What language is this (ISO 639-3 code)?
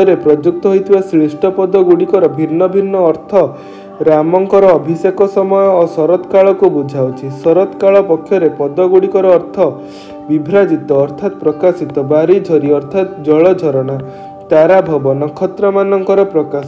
ori